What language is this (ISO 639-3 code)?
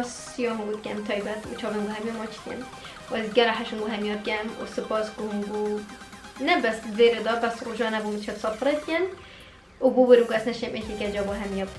kur